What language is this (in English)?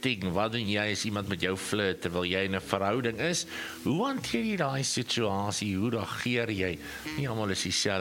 Afrikaans